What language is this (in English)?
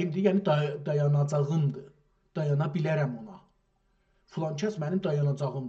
South Azerbaijani